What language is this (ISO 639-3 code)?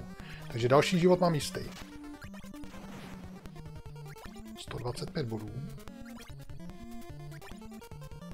ces